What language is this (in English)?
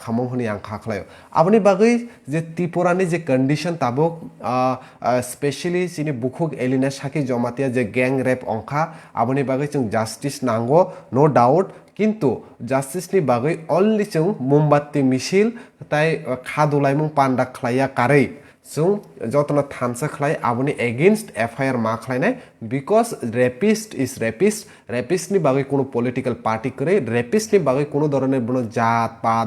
Kok Borok